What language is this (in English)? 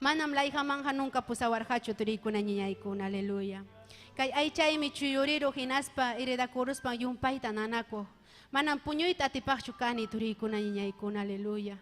Ayacucho Quechua